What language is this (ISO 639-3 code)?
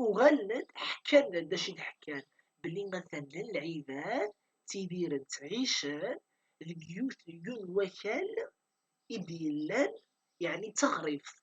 kab